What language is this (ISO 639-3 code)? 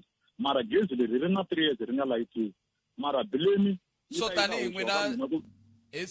tso